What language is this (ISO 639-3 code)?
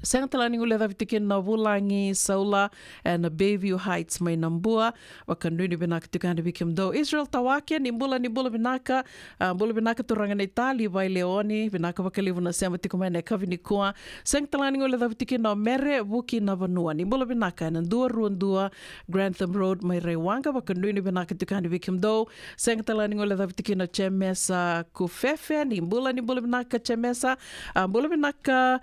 fij